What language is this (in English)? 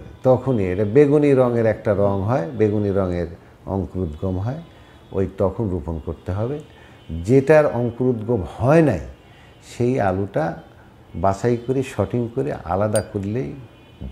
Bangla